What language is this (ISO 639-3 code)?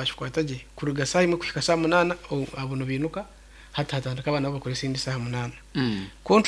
nyn